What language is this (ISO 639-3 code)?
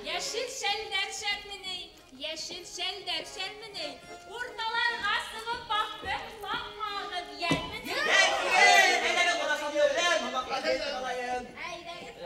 bak